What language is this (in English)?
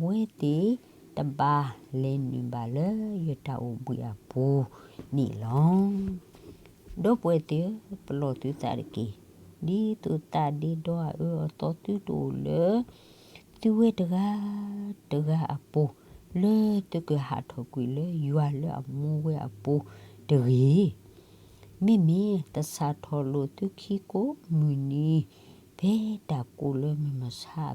S'gaw Karen